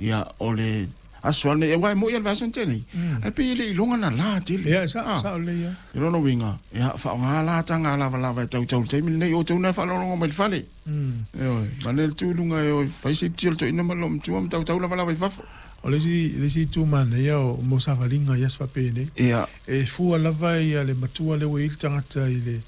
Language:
Samoan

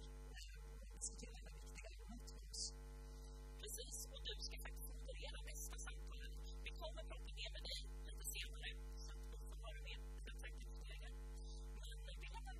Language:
Swedish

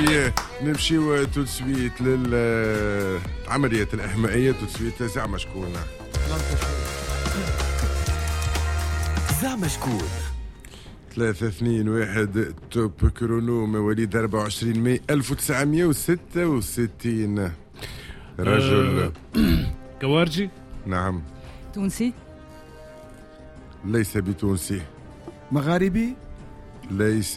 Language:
Tunisian Arabic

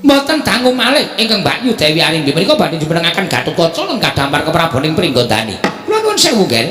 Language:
Javanese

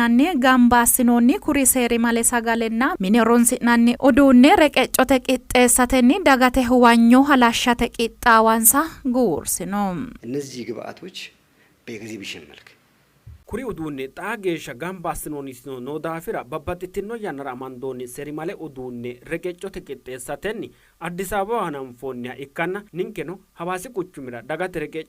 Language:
Sidamo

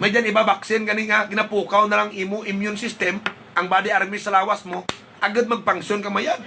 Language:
Hiligaynon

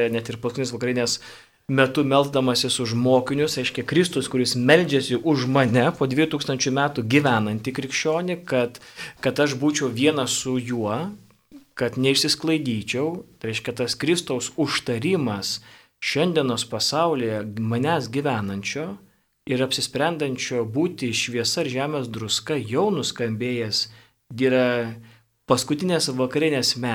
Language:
Lithuanian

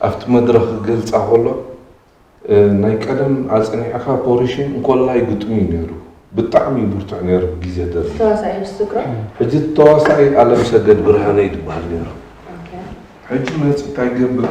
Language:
Tigrinya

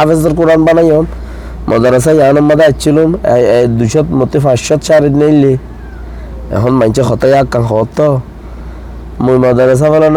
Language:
Rohingya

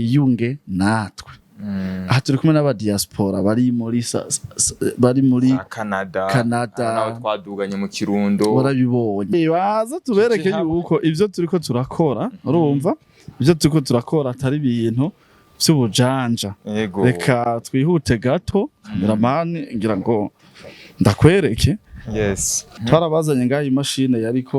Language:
Rundi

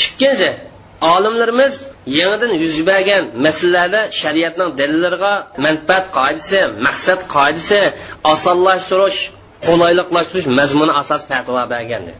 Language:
Uyghur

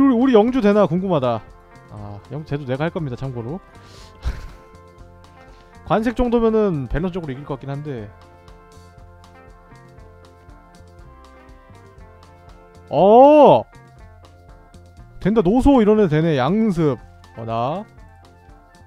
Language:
Korean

